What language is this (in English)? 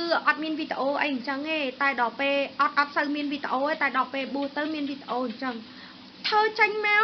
Khmer